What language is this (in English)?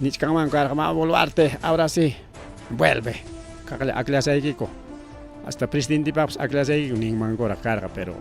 Ayacucho Quechua